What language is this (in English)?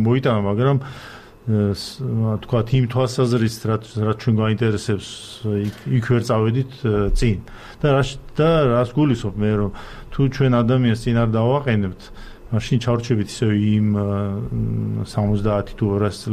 Georgian